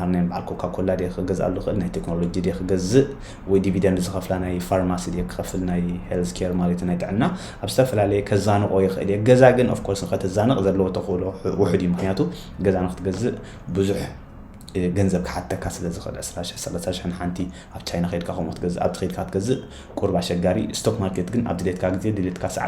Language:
Tigrinya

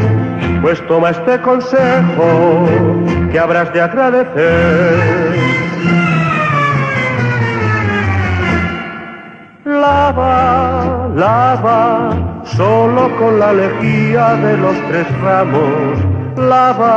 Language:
Spanish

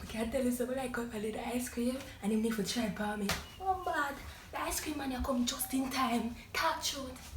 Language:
Jamaican Creole English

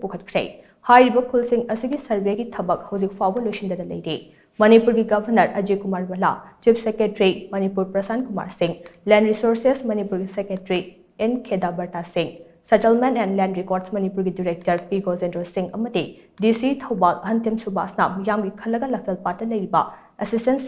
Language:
Manipuri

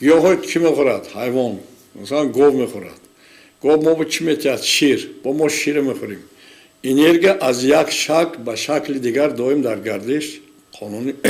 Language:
Tajik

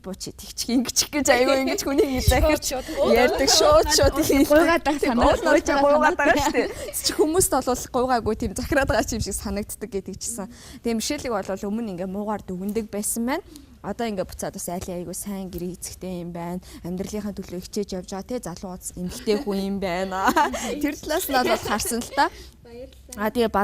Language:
Mongolian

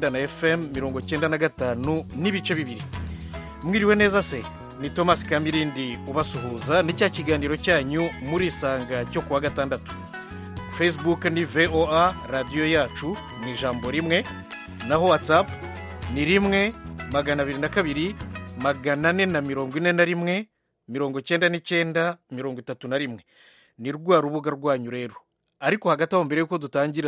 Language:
Kinyarwanda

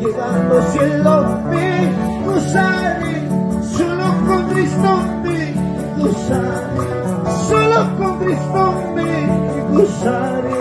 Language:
Ayacucho Quechua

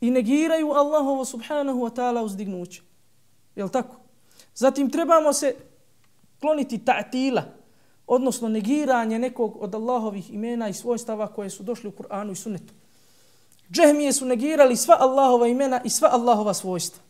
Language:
Bosnian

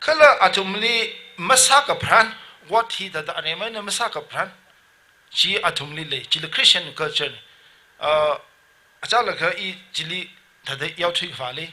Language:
Tangkhul Naga (India)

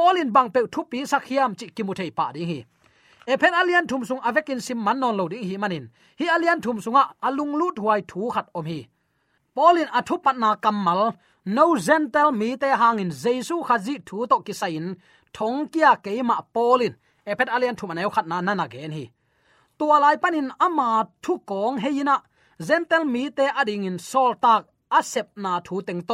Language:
Tedim Chin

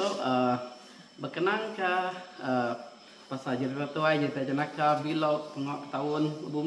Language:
Iban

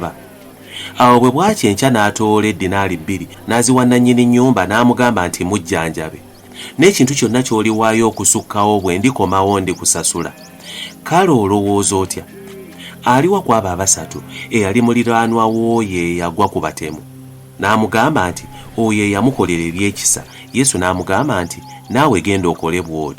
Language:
Ganda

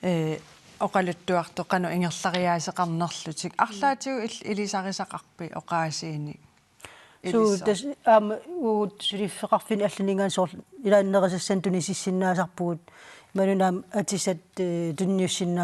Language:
Kalaallisut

